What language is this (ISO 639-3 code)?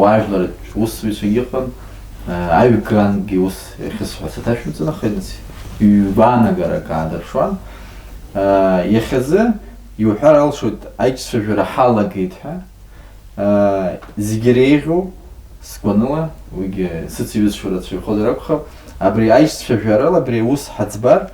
abk